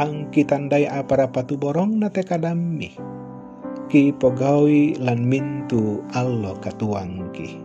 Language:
Toraja-Sa'dan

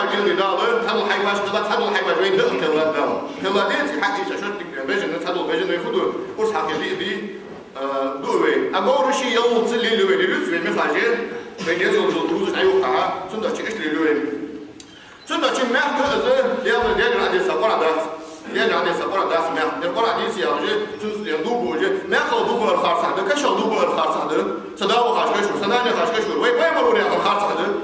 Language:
Ingush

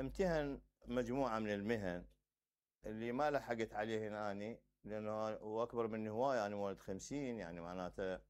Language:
Mesopotamian Arabic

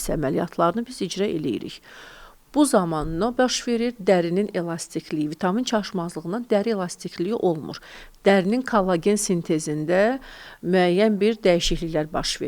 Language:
Azerbaijani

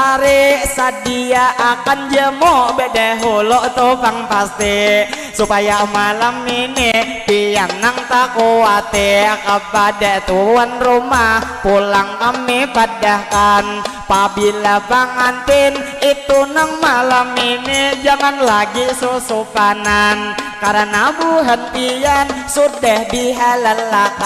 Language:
Banjar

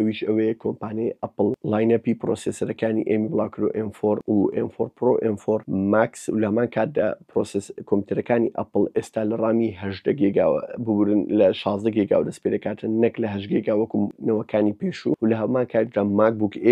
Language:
Central Kurdish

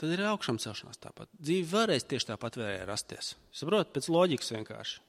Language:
Latvian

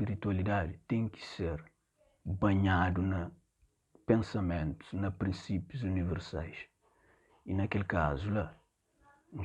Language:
Kabuverdianu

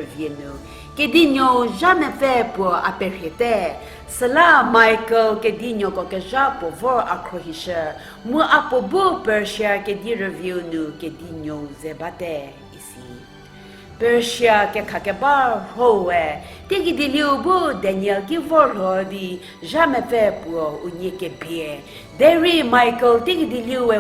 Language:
Angami Naga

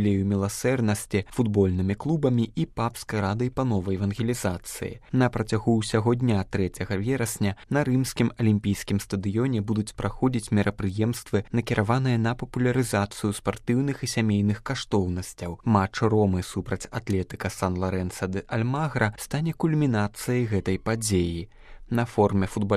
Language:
Belarusian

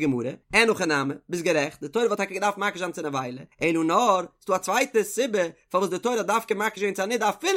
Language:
Yiddish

